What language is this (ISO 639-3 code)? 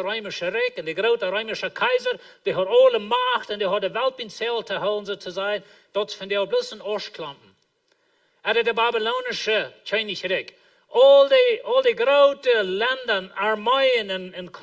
pdt